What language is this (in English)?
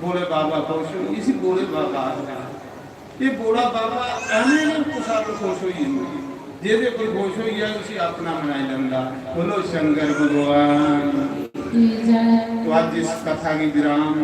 Dogri